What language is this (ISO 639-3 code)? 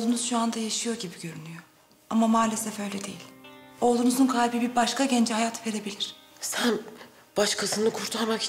tur